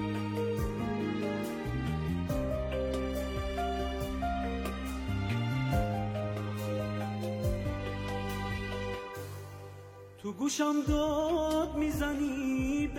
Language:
Persian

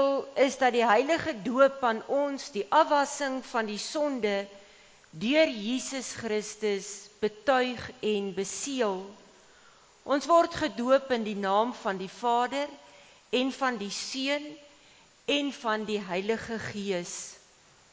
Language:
Afrikaans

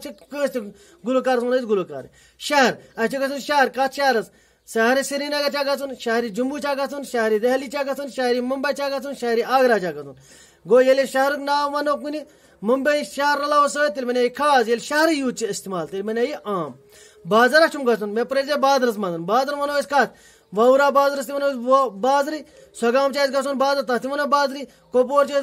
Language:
Kashmiri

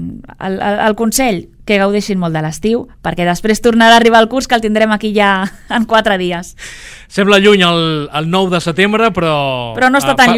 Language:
Catalan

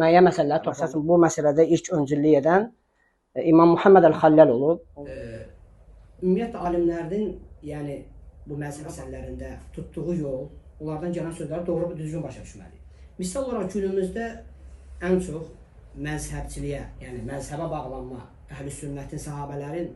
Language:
Azerbaijani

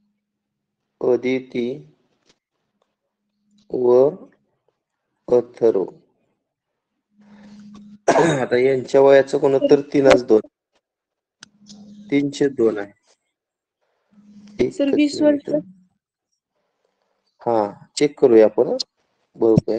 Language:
Marathi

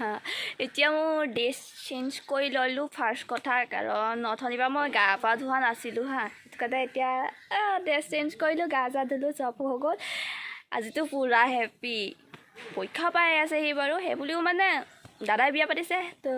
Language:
Assamese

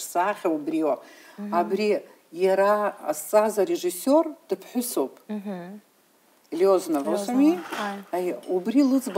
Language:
Abkhazian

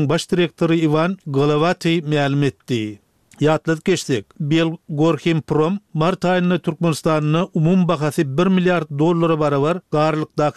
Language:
Turkmen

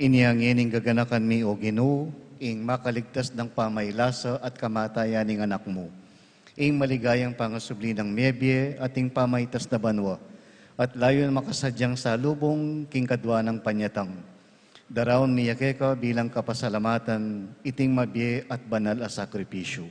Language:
Pampanga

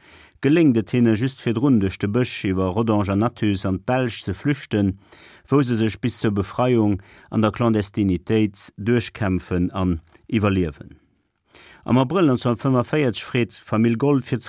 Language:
Luxembourgish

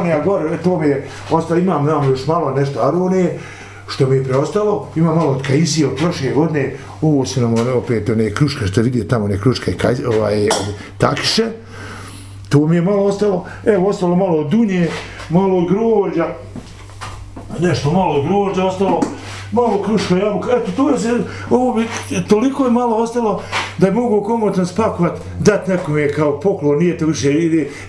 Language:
Bosnian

